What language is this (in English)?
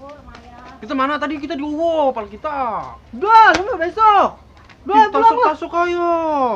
Betawi